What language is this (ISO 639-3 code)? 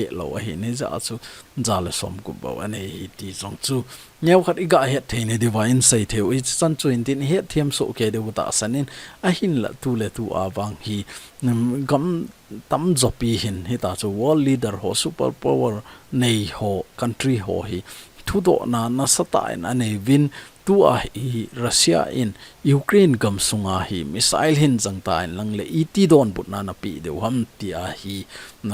tcz